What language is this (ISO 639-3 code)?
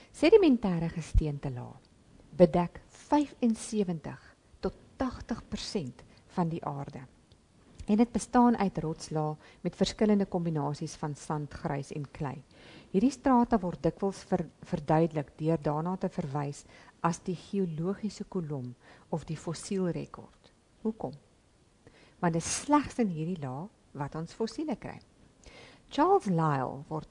afr